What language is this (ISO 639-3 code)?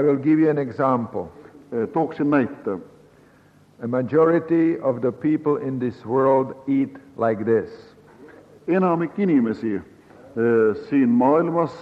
est